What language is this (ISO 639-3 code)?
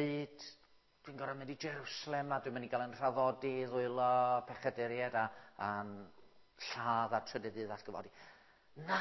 cym